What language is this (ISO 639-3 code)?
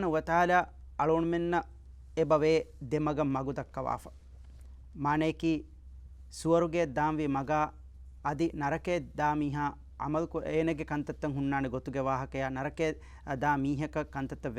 div